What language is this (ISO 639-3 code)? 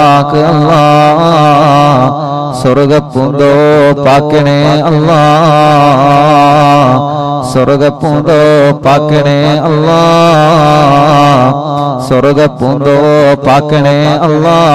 mal